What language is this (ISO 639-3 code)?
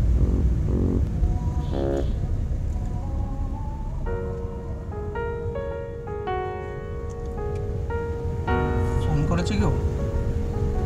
ben